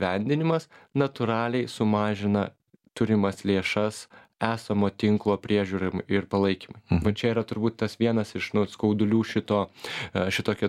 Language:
Lithuanian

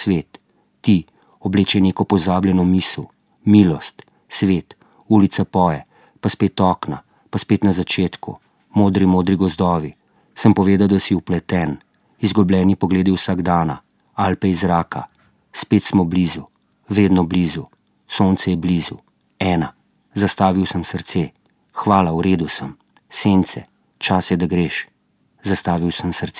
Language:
Slovenian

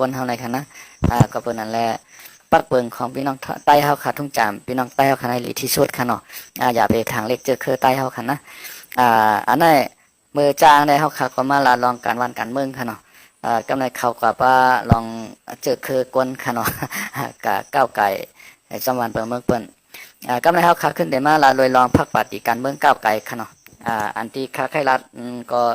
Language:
Shan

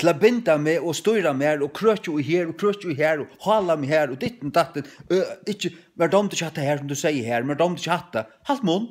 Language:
Faroese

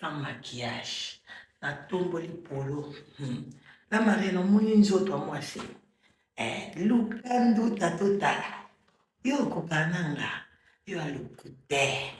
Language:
Lingala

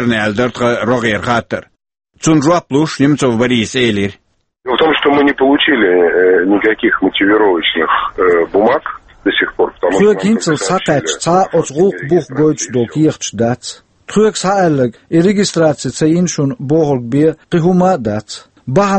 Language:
Chechen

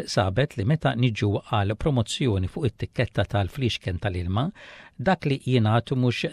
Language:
Maltese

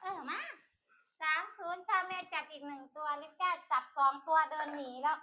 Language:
Lao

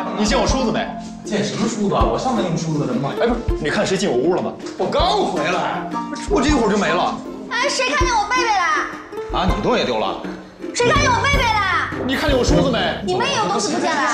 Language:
Chinese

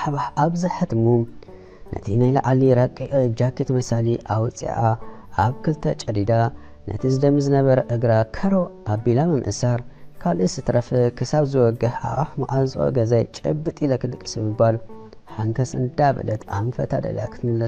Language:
Tigrinya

